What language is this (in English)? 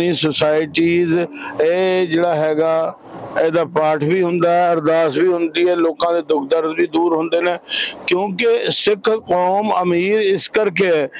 Punjabi